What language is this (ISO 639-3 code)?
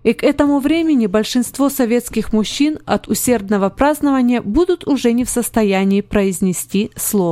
rus